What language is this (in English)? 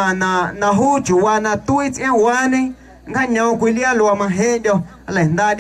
Guerrero Amuzgo